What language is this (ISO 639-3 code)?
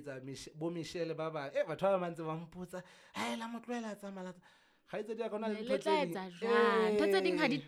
sot